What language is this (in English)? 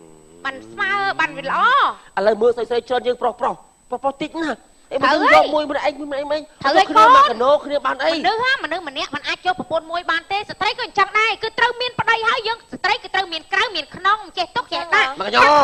Khmer